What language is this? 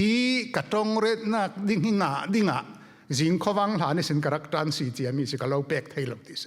Falam Chin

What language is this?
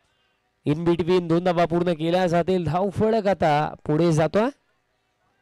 Marathi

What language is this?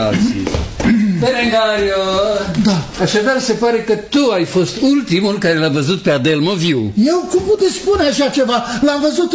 Romanian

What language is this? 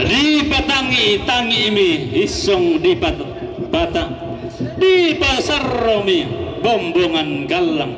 Toraja-Sa'dan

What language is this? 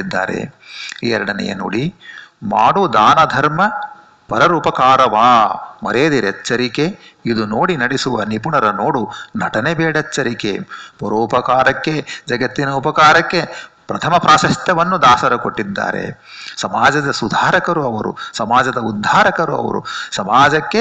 Kannada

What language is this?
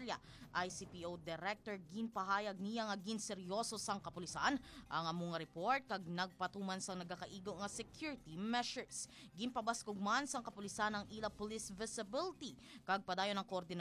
Hiligaynon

